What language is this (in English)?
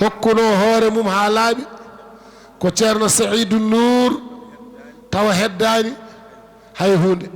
Fula